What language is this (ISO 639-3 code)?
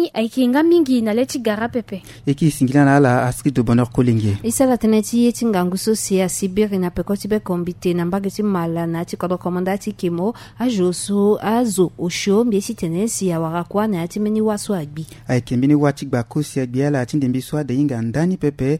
sag